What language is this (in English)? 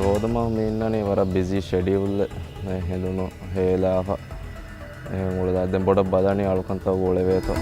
Divehi